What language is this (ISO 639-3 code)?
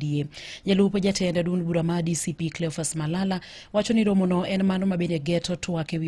luo